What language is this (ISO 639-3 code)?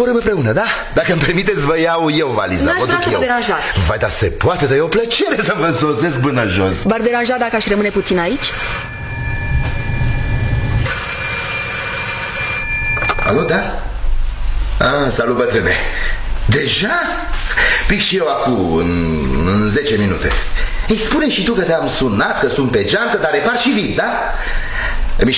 ron